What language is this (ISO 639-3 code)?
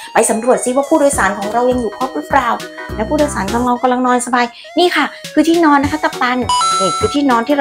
tha